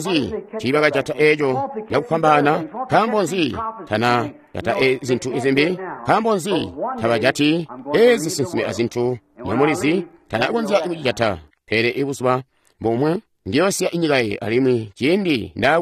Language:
Tonga (Zambia)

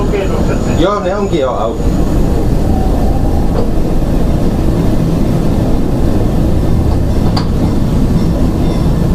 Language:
Finnish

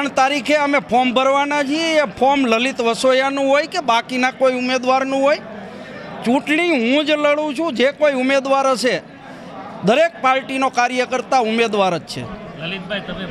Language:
Gujarati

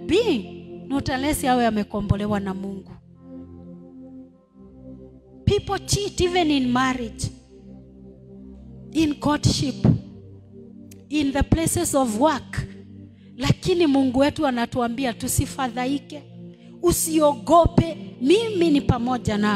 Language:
Swahili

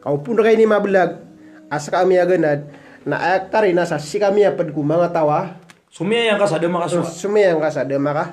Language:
Maranao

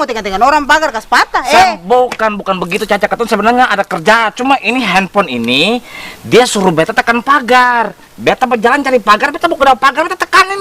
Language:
Ambonese Malay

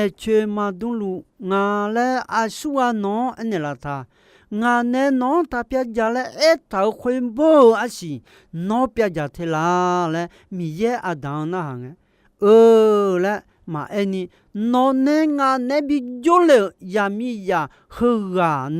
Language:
Akha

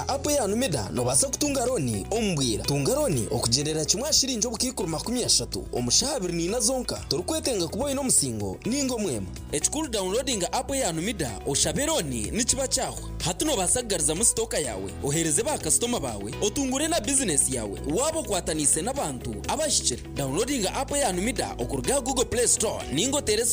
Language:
Nyankole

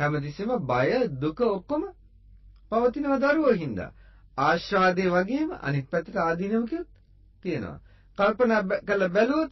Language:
Sinhala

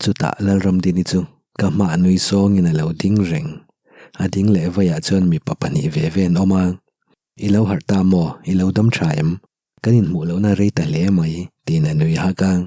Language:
Mizo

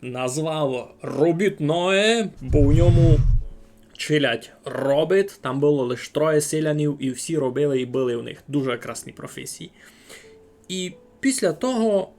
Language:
Rusyn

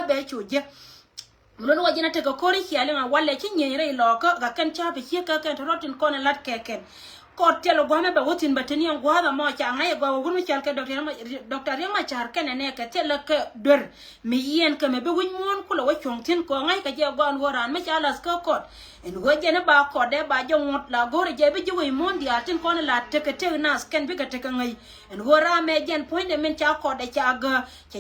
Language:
Nuer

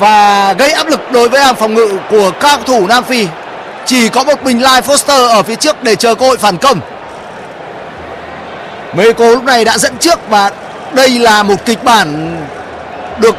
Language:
Vietnamese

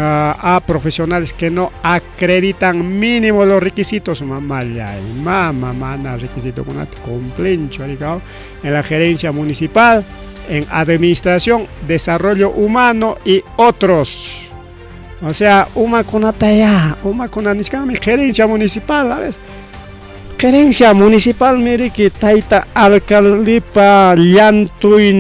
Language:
Ayacucho Quechua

